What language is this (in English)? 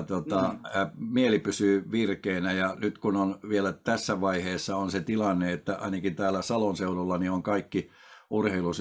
Finnish